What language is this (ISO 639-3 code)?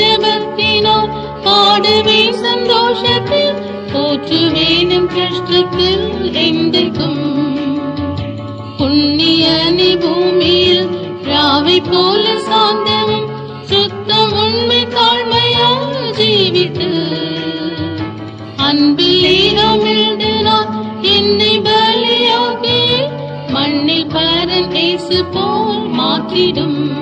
tam